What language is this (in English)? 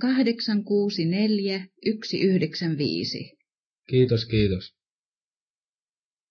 Finnish